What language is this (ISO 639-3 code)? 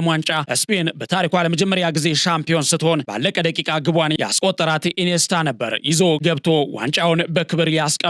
amh